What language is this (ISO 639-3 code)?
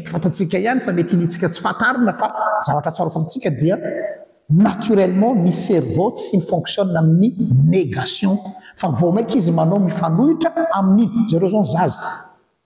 mlg